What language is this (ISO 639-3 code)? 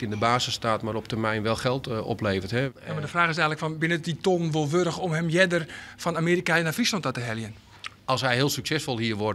fry